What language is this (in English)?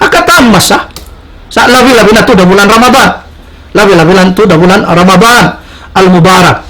Tausug